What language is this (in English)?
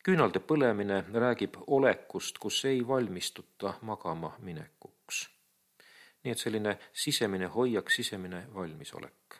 Estonian